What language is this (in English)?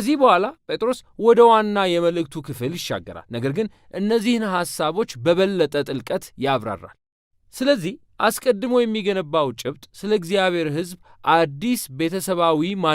Amharic